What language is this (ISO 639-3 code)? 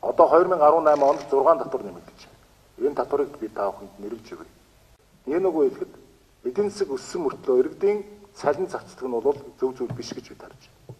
mon